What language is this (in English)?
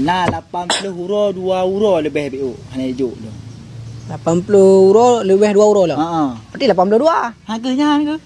Achinese